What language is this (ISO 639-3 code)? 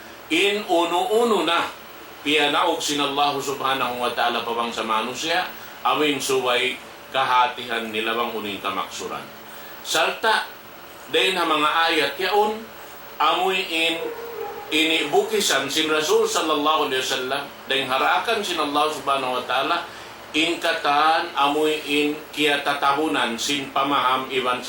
tsg